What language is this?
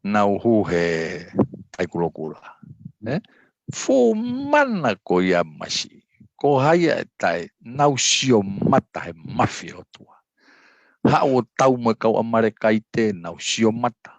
Tongan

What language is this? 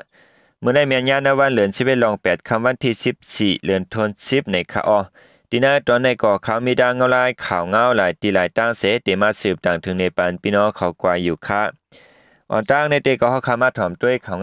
Shan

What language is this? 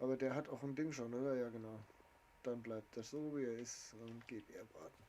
Bavarian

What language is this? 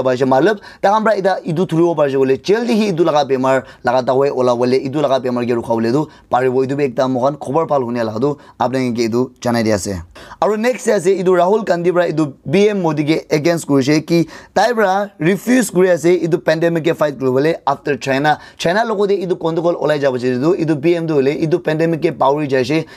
Naga Pidgin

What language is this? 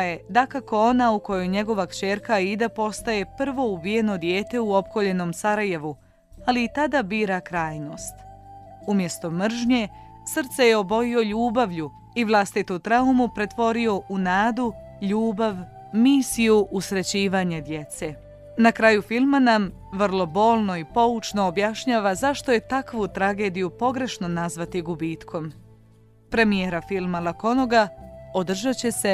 Bosnian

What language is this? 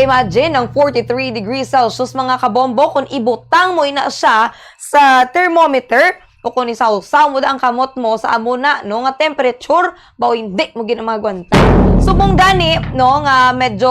Hiligaynon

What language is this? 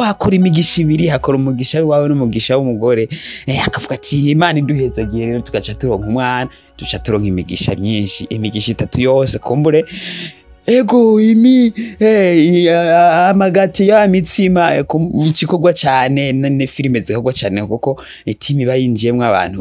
Rundi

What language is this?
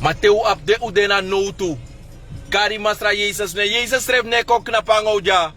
Sranan Tongo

